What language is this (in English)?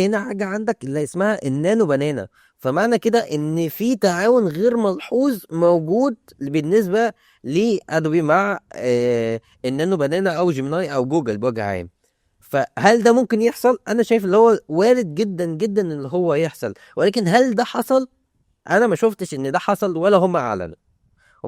Egyptian Arabic